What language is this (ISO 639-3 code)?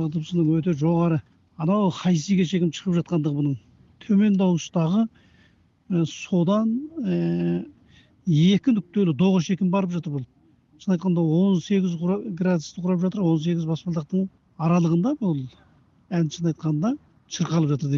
kaz